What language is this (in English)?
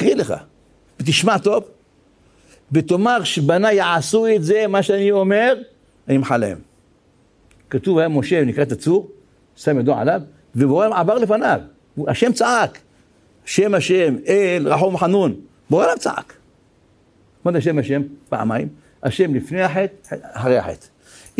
Hebrew